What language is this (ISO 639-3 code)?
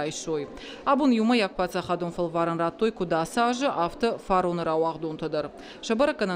oss